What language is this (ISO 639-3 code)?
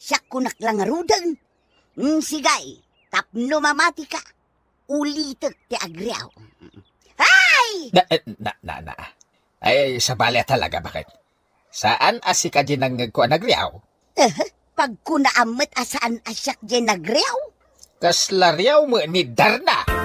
ilo